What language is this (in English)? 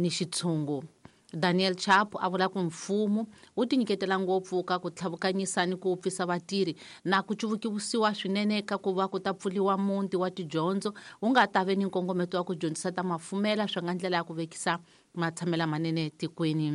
Tsonga